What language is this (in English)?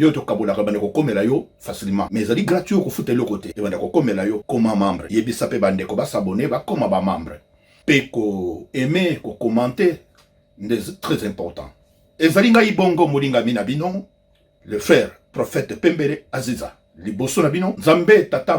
Lingala